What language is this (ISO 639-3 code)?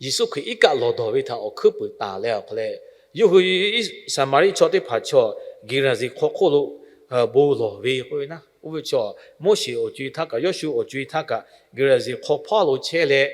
lhu